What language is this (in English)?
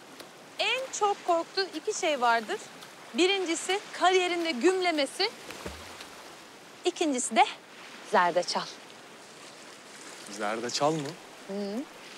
Turkish